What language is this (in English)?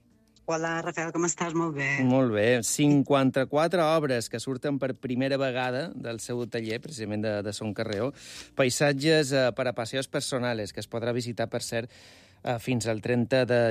Catalan